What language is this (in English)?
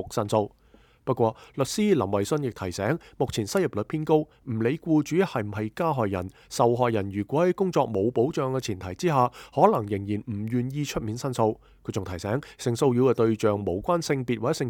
Cantonese